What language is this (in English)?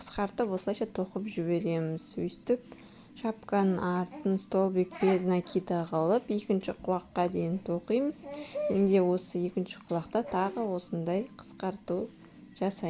Kazakh